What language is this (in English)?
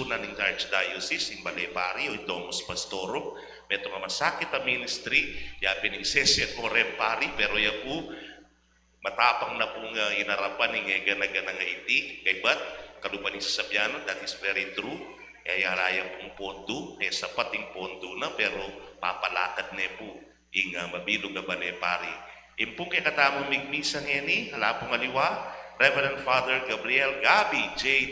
Pampanga